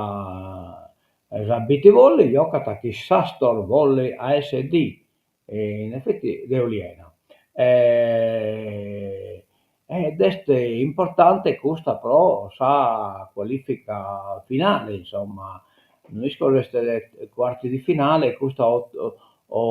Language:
Sardinian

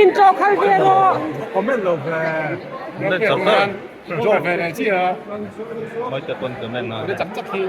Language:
Mizo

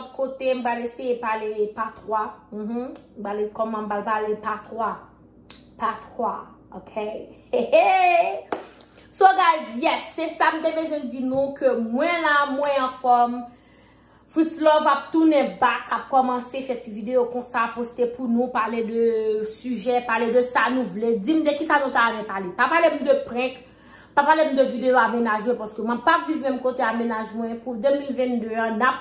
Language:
Haitian Creole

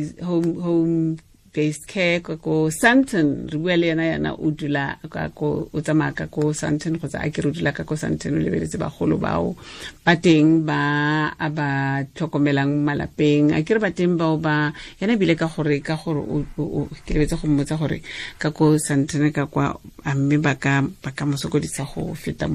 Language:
Tswana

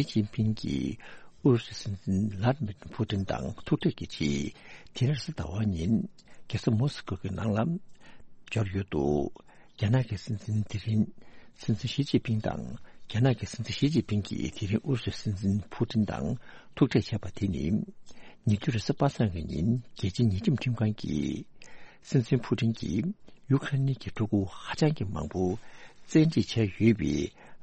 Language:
Tibetan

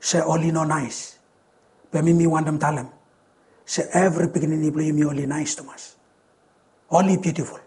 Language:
Bislama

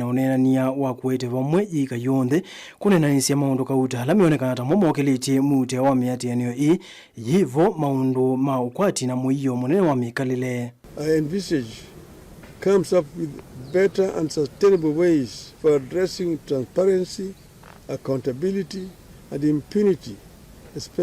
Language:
Kamba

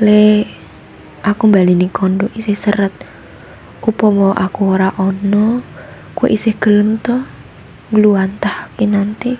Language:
Javanese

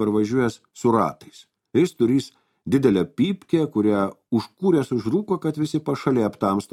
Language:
Lithuanian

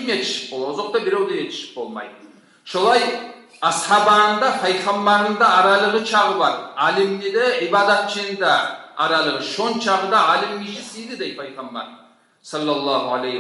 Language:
Kumyk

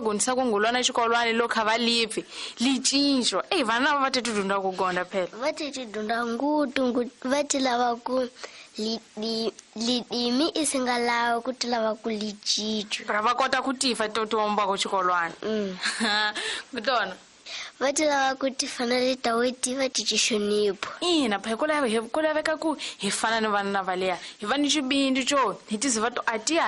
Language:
Tsonga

